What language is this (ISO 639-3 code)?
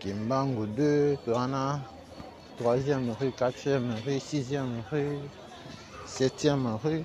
lin